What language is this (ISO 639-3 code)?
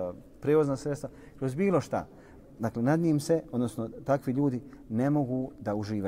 bos